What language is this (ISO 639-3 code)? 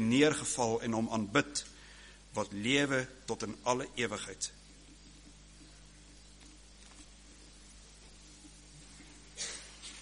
afr